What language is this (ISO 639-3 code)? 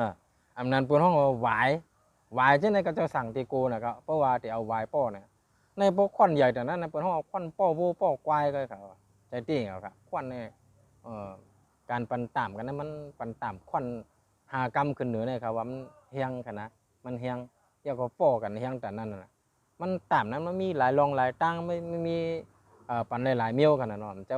shn